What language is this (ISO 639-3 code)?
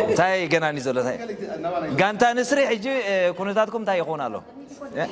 tir